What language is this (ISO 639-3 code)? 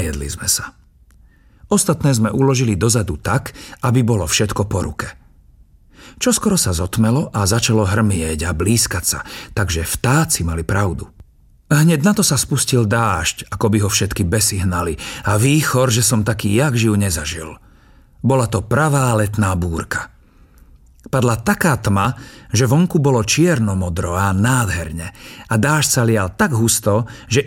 slk